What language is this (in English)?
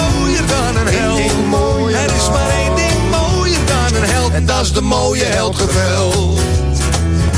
Dutch